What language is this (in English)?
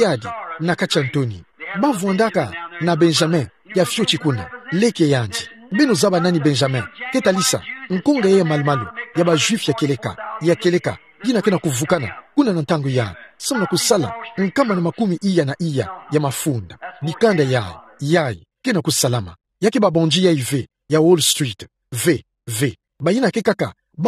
Kituba (Democratic Republic of Congo)